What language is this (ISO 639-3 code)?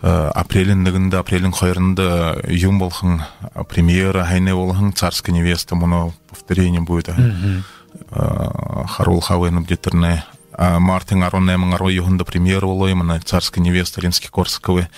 bua